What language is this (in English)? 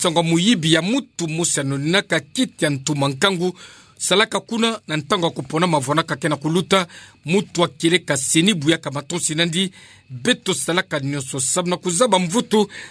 Kituba (Democratic Republic of Congo)